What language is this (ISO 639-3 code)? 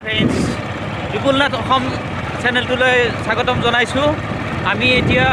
asm